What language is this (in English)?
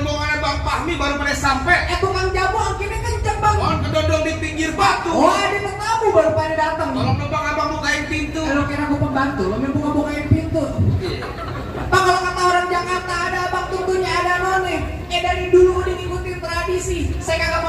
Betawi